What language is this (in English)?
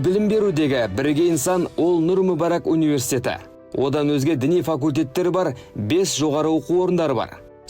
Kazakh